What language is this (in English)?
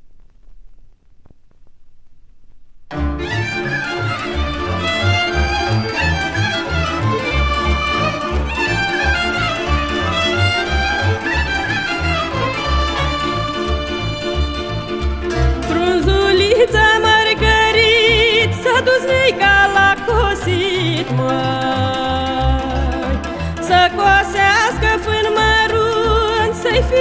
Romanian